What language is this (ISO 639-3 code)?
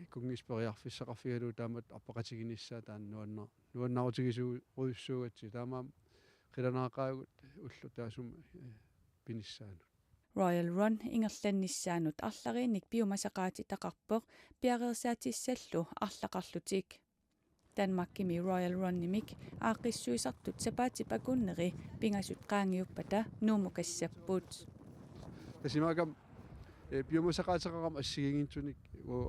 kal